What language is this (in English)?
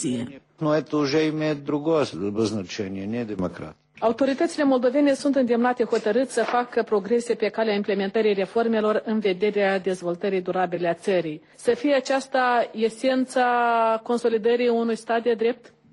Romanian